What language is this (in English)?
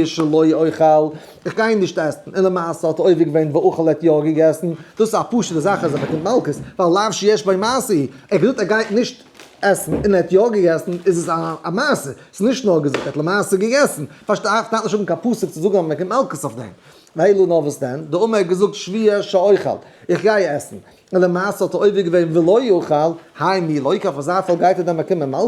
Yiddish